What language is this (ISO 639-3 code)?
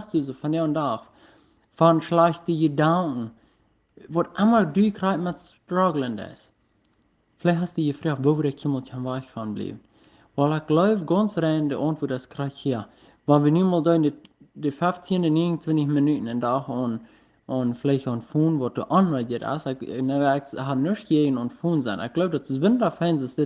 pdt